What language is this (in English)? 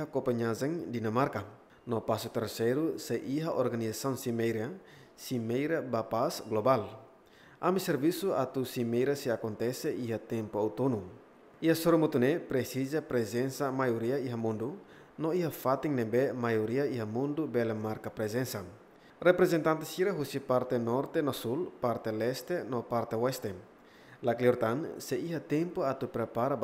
Tetum